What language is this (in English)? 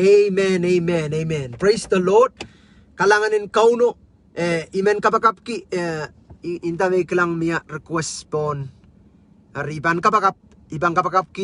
Pohnpeian